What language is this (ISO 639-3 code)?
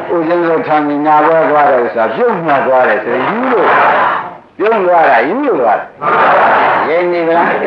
mya